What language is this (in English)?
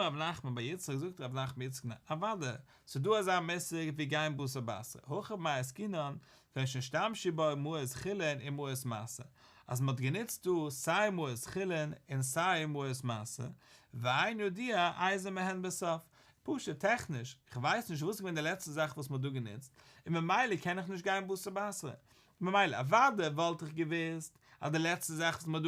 Yiddish